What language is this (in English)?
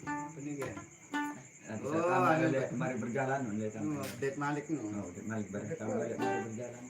Sasak